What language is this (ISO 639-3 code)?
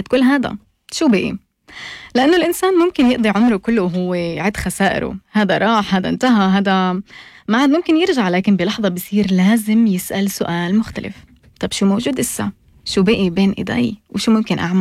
apc